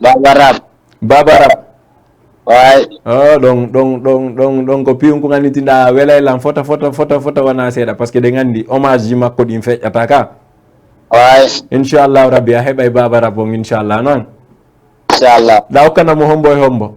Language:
Fula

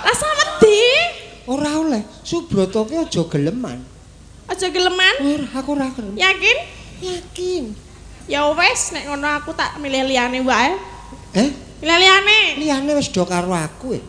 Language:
Javanese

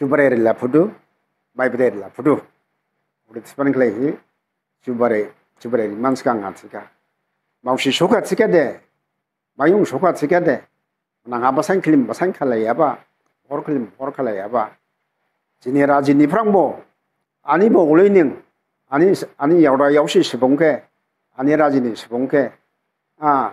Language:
Dimasa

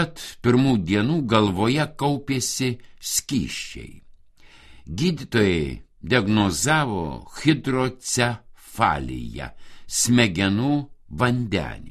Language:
Lithuanian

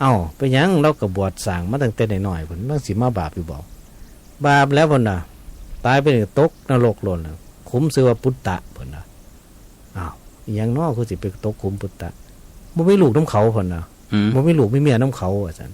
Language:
Northeastern Thai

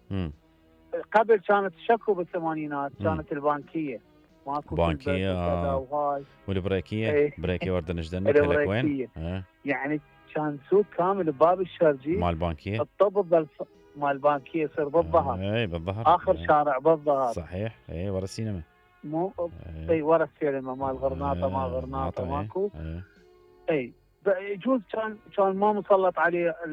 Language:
Mesopotamian Arabic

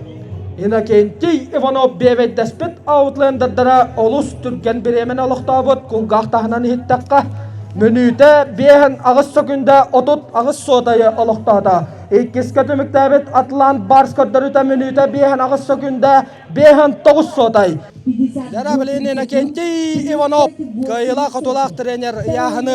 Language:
Yakut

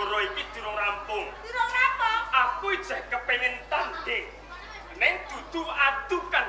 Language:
Javanese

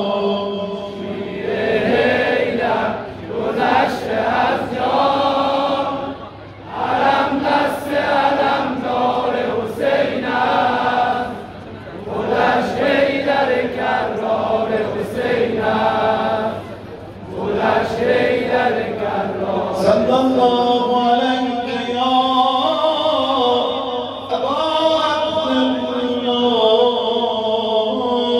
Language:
Persian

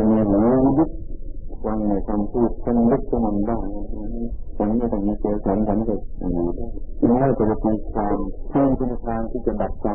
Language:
Thai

